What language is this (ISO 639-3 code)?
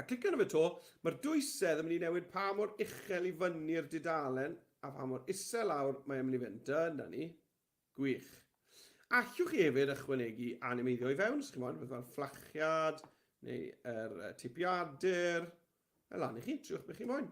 cym